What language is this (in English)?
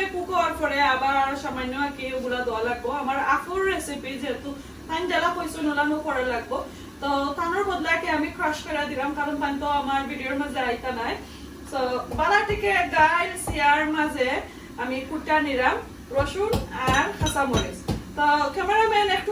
Sylheti